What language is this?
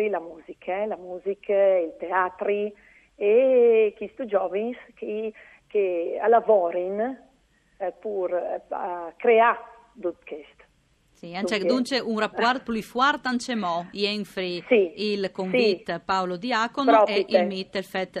Friulian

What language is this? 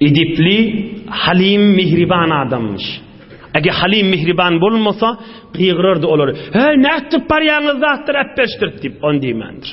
Turkmen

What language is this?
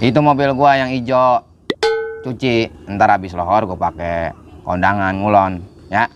Betawi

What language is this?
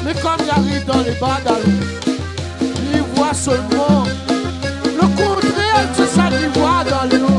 Réunion Creole French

